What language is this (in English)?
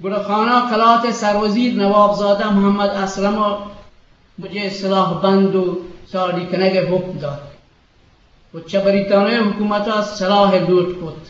Eastern Balochi